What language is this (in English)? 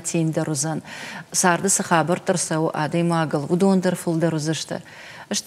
Ossetic